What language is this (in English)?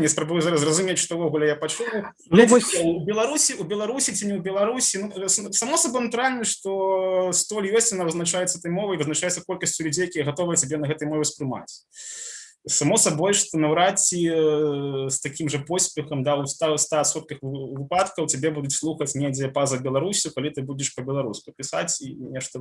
Belarusian